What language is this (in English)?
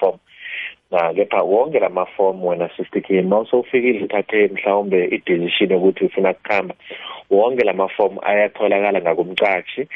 South Ndebele